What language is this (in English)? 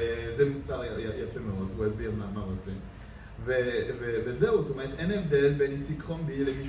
Hebrew